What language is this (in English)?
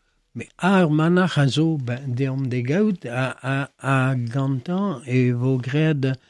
Breton